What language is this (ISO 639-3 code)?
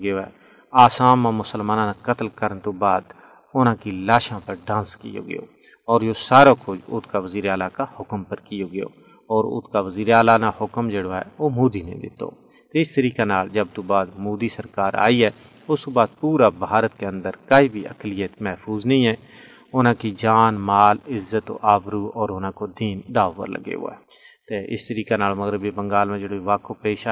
gju